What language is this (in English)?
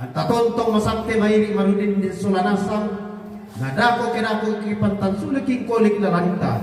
Toraja-Sa'dan